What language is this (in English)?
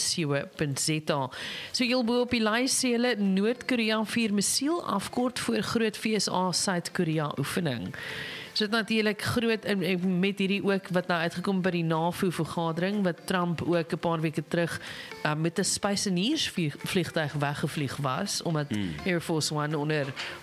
Afrikaans